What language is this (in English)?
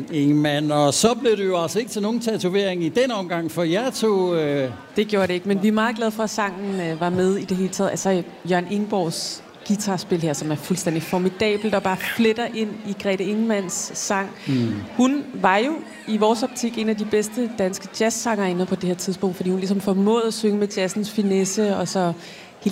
Danish